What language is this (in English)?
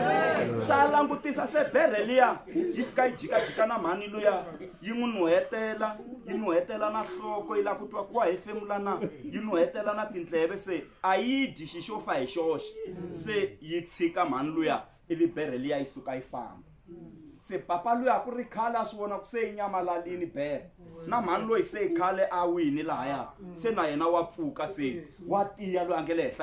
Tsonga